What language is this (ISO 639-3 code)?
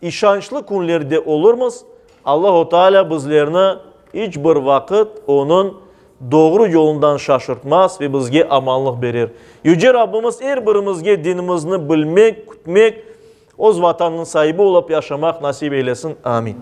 crh